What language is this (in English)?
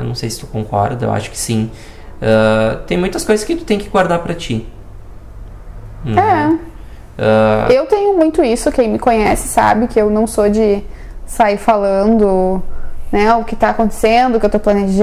Portuguese